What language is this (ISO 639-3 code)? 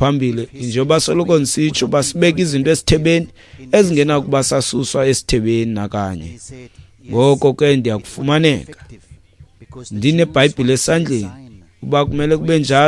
xho